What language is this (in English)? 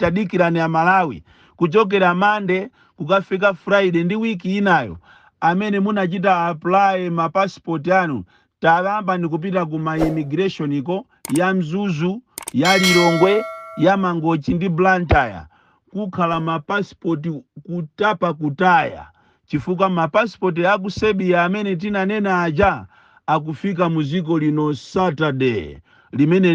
Nyanja